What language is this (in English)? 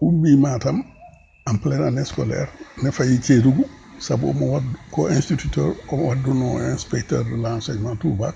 Fula